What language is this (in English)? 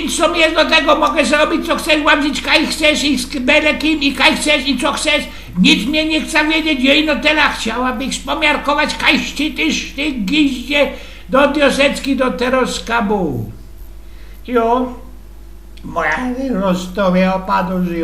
Silesian